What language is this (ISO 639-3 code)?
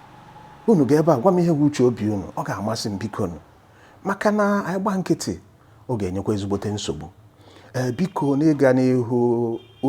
ibo